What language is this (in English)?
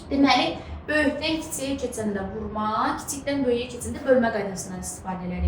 Azerbaijani